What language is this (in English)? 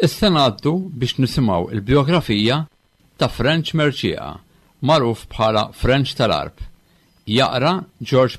Maltese